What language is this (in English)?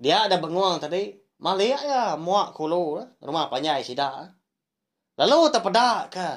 Iban